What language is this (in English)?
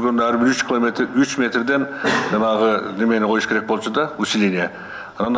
Kyrgyz